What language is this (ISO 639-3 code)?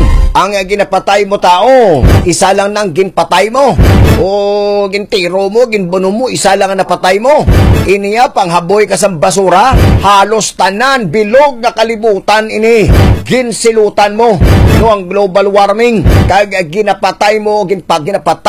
hil